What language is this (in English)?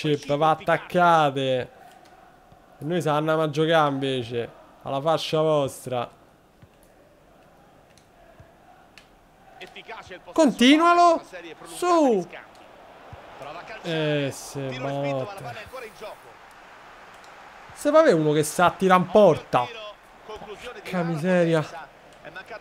Italian